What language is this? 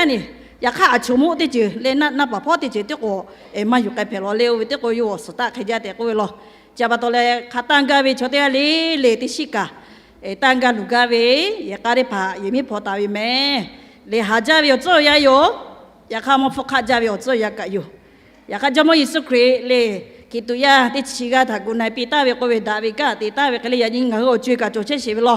Lahu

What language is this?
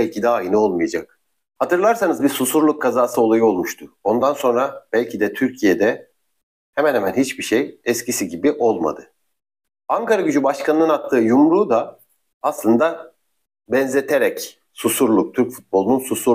Turkish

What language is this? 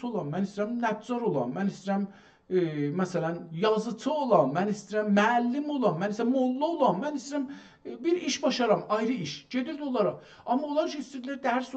South Azerbaijani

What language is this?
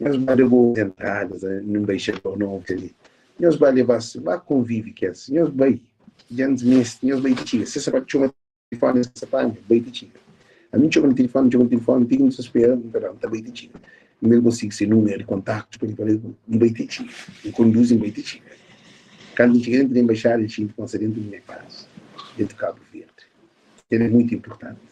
Kabuverdianu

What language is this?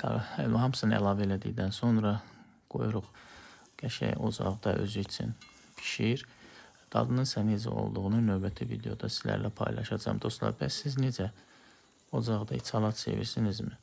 Azerbaijani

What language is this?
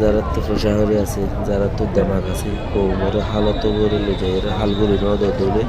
Rohingya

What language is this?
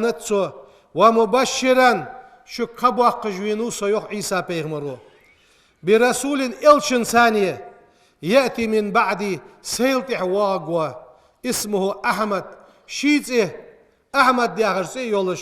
Ingush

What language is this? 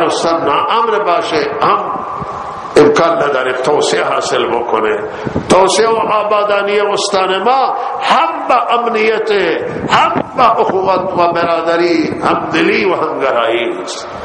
Persian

